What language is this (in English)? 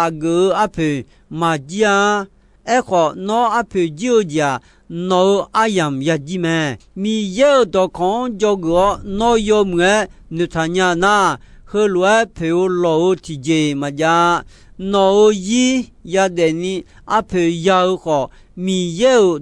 Akha